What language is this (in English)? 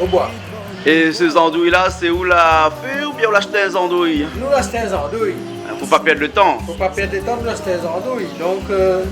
Réunion Creole French